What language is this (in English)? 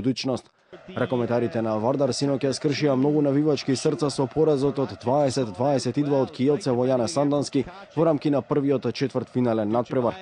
Macedonian